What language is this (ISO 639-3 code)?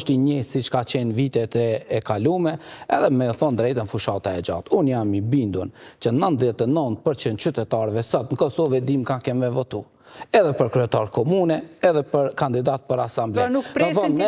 sqi